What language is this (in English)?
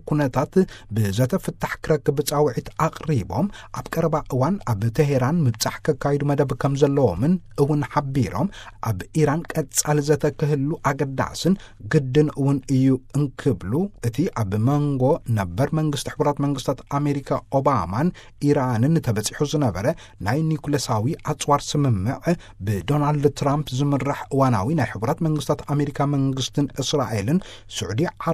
Tigrinya